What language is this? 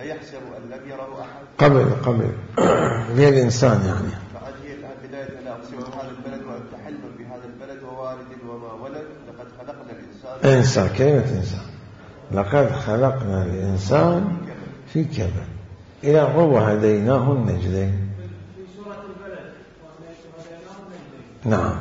Mesopotamian Arabic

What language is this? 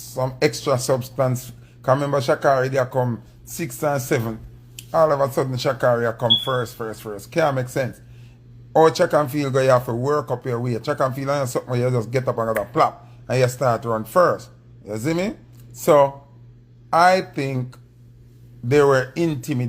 Jamaican Creole English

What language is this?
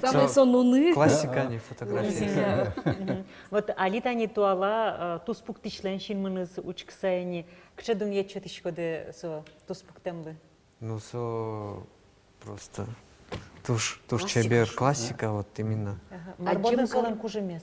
Udmurt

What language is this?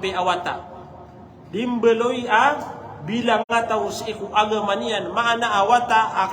Maranao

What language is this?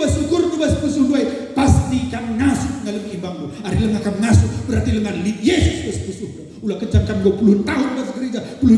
Batak Karo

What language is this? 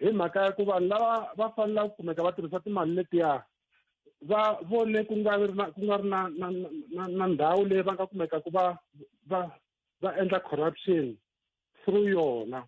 Tsonga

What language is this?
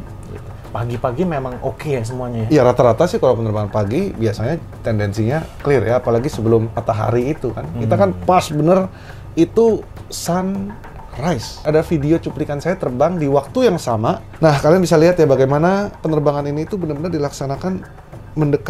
Indonesian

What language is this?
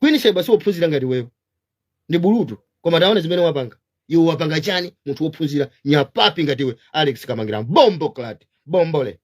Nyanja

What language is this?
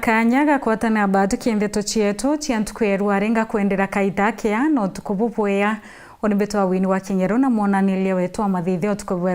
Meru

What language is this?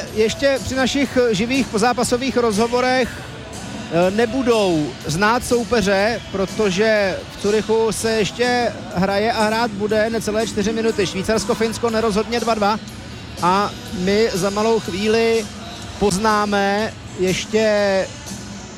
Czech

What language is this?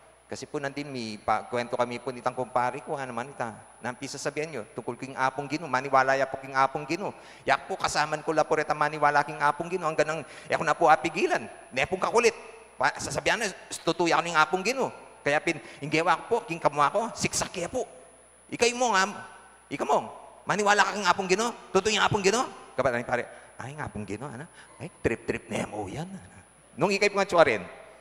Pampanga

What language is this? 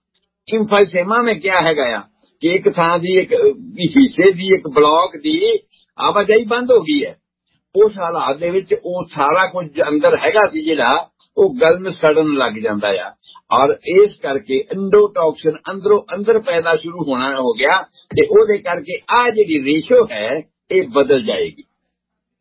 Punjabi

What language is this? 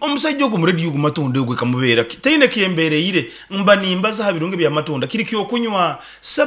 Nyoro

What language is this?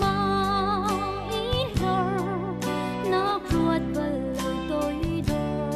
Hakha Chin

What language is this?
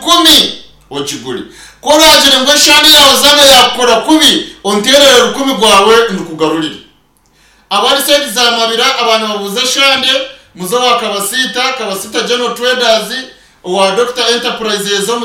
Nyankole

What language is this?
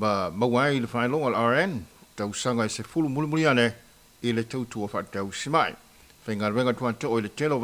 Samoan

